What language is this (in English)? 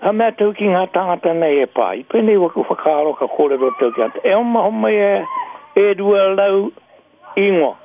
Māori